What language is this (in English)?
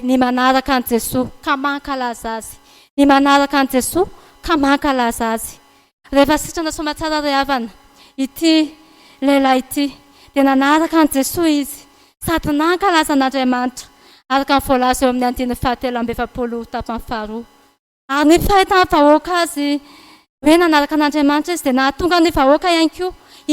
Malagasy